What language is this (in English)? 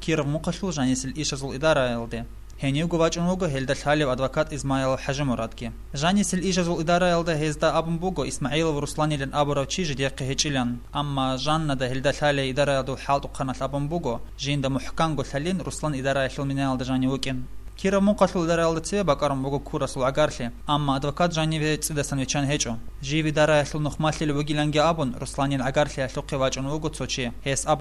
Avaric